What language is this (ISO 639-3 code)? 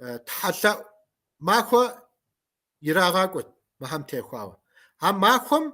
kbd